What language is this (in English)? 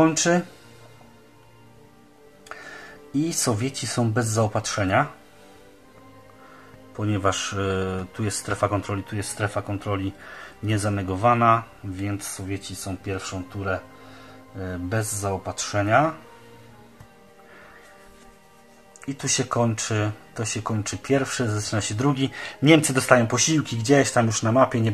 Polish